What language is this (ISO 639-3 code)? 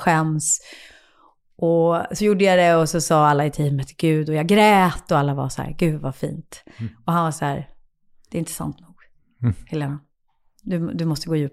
swe